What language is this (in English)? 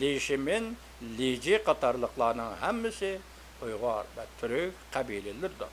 Uyghur